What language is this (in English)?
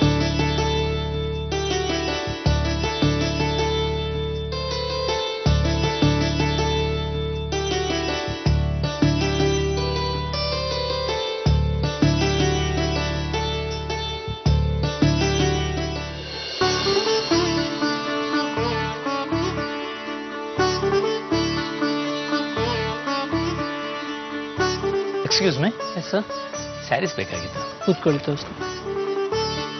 Kannada